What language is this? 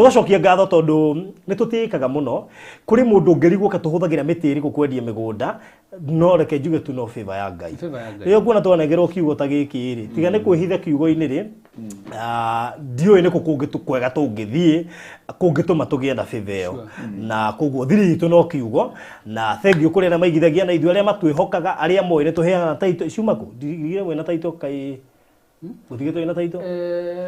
Kikuyu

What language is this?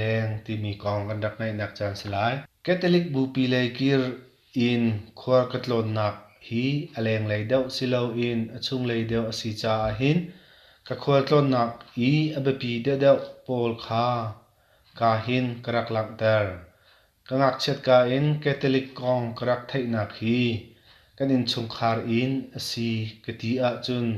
Hakha Chin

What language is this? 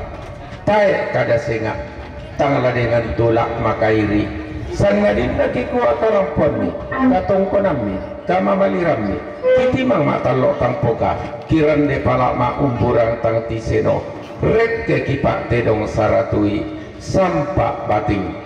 Toraja-Sa'dan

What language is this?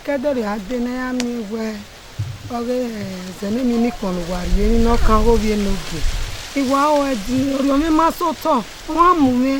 Bini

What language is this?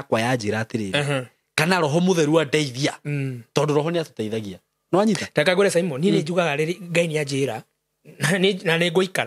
Kikuyu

